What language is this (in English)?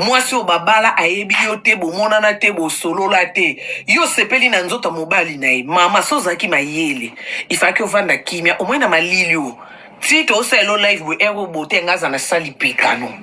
Lingala